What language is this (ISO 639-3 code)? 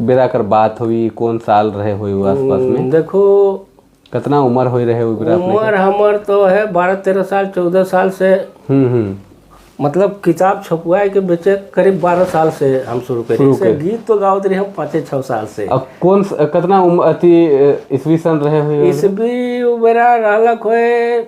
sck